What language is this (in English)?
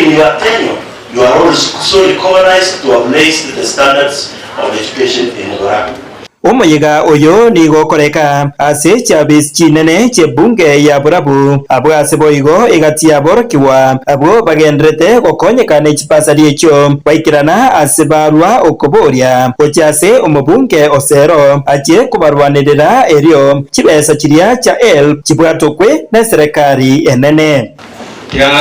Gusii